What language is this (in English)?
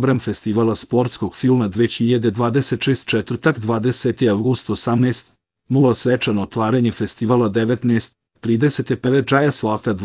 Serbian